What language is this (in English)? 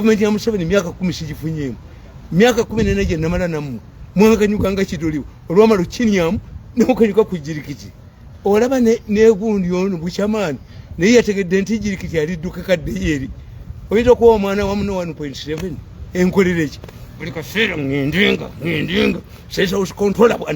Ganda